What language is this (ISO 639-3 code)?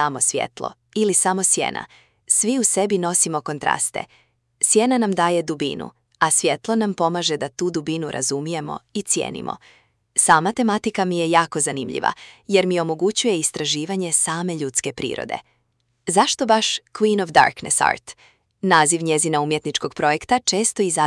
hrv